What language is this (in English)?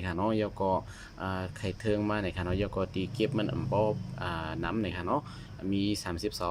Shan